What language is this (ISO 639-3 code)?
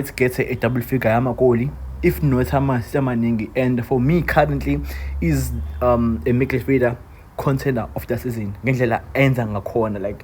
zul